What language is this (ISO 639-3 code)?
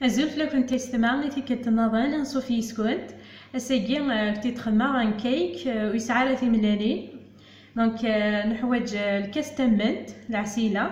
kab